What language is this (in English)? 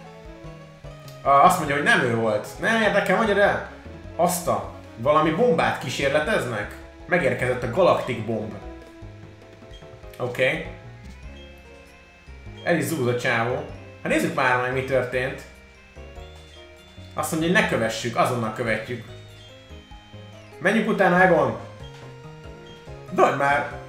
Hungarian